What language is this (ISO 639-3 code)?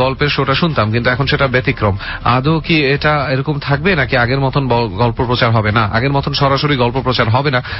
ben